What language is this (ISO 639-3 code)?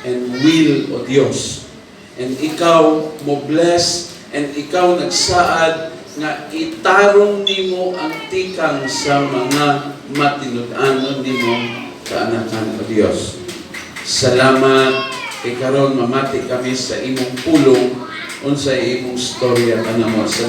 ceb